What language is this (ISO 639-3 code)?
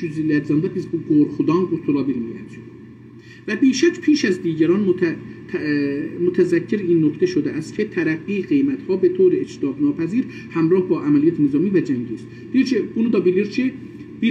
azb